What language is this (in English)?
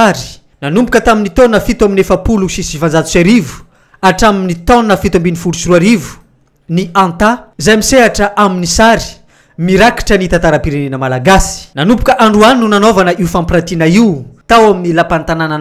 Malagasy